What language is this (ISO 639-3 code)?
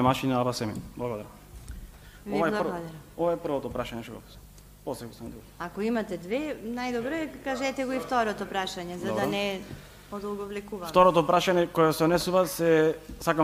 mkd